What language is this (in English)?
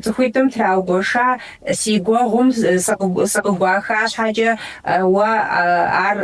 Kabardian